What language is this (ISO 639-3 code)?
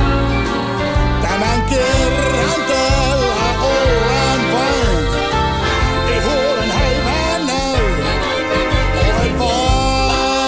fin